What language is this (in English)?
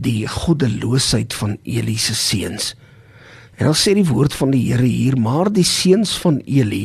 Afrikaans